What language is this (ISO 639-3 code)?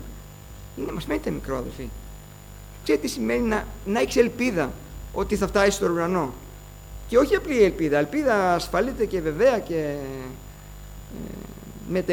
ell